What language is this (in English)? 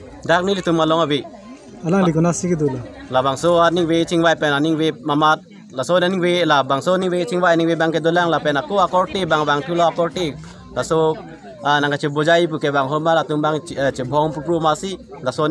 Karbi